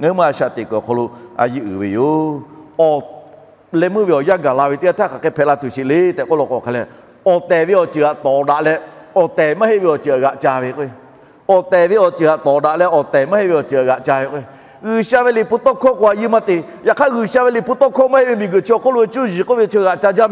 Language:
Lahu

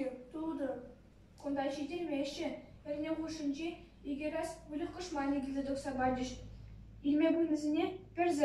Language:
Chuvash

